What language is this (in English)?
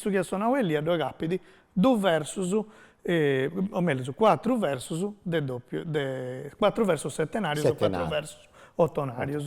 Sardinian